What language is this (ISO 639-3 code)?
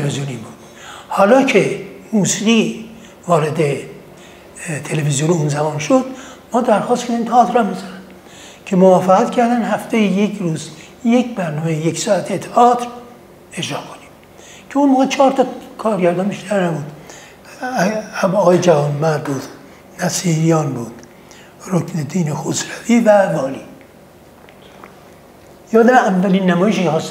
fas